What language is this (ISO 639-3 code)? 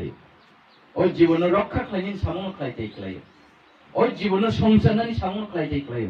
trp